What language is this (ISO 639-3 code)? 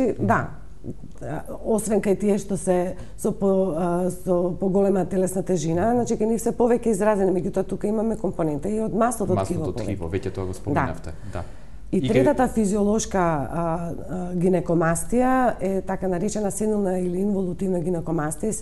mkd